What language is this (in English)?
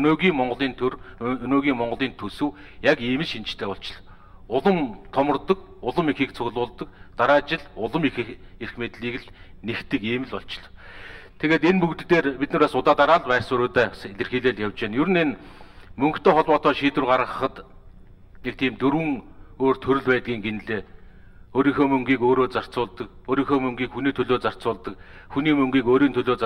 Mongolian